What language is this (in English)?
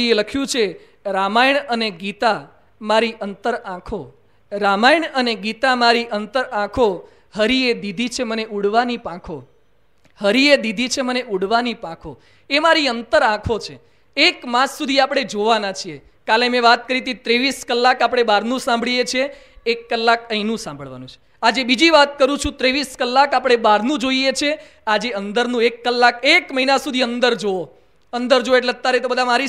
Gujarati